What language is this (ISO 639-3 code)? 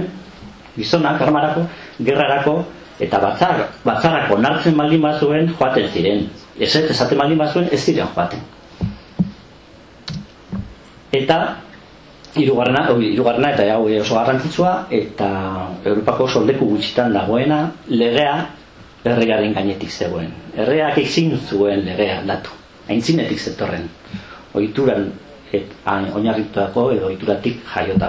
eus